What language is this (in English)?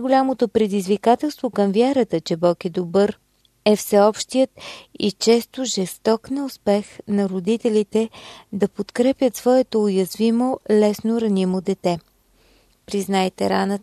Bulgarian